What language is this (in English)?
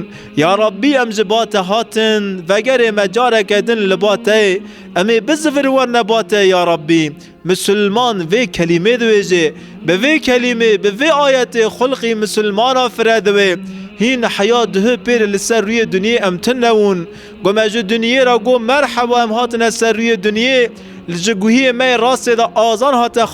Kurdish